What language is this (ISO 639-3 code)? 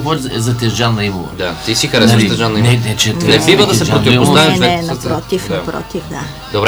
bul